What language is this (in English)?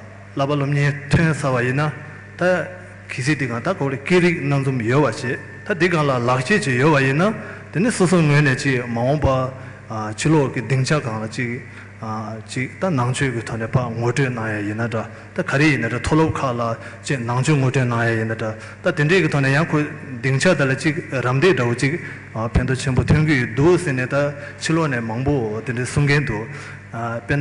Tibetan